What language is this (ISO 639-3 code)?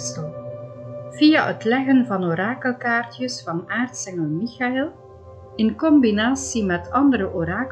nld